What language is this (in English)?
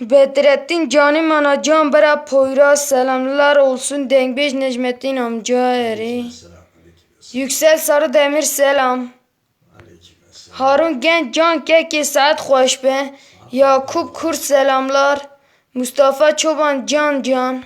Kurdish